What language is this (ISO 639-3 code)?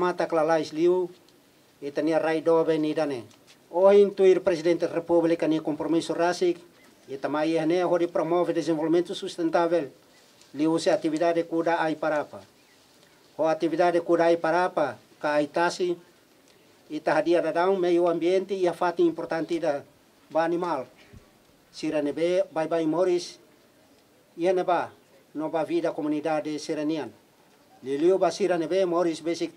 tet